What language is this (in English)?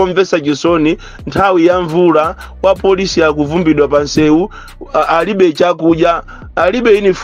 Nyanja